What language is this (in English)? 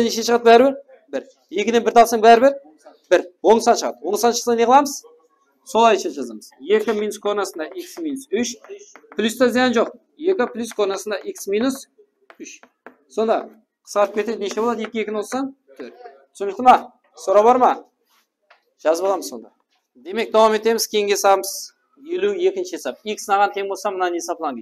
Kara-Kalpak